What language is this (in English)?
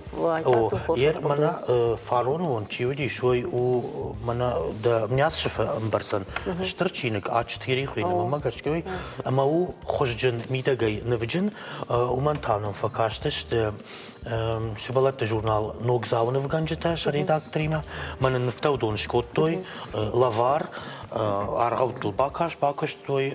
Ossetic